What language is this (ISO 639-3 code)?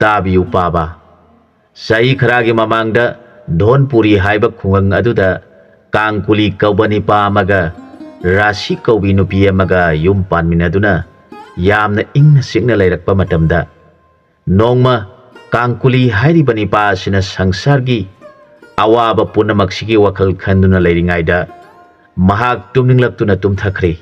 mni